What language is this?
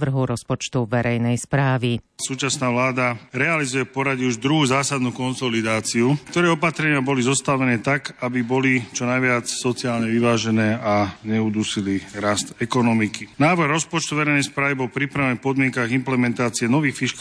Slovak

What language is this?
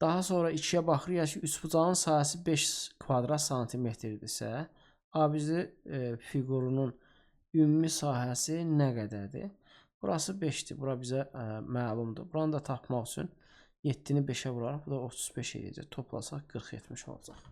Azerbaijani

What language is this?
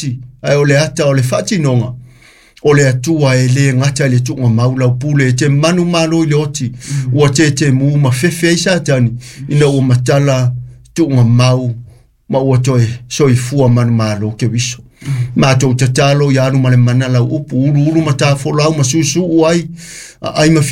Samoan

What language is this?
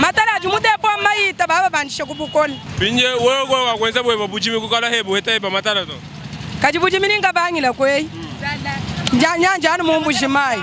Luba-Lulua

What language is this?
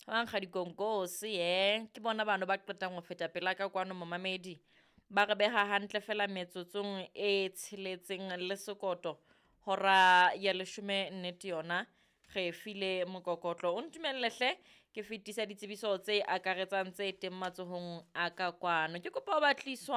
Southern Sotho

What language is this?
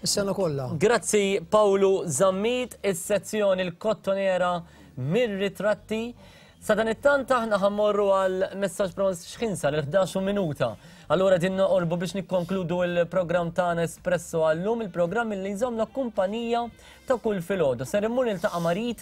Maltese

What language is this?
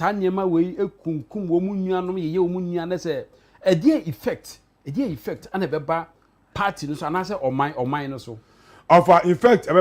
Akan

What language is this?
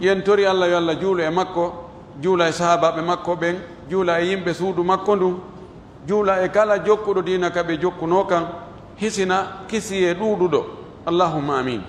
Pular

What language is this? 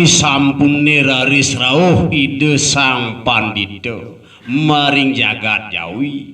Balinese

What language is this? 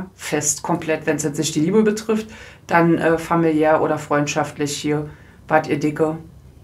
German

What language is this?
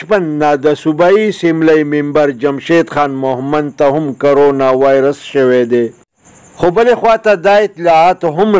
Pashto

